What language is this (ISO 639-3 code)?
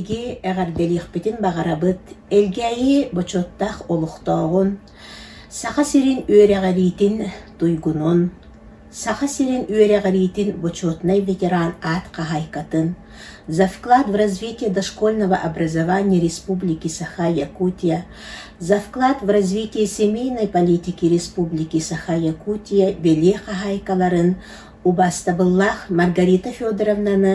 sah